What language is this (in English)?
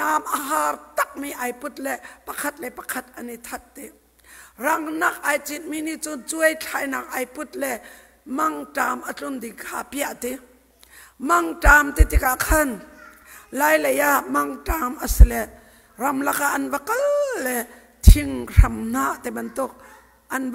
Hakha Chin